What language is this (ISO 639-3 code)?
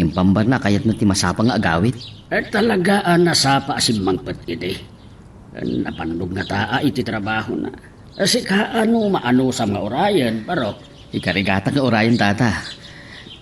ilo